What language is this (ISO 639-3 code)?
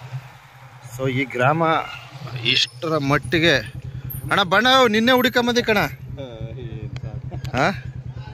kan